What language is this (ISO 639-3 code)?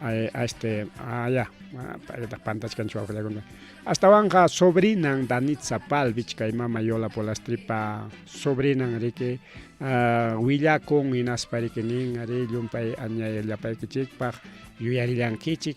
quy